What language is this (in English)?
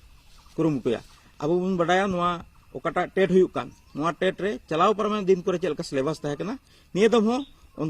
Santali